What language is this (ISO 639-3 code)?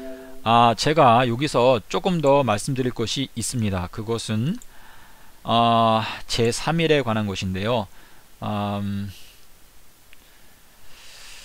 kor